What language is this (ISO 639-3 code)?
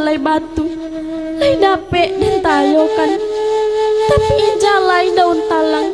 min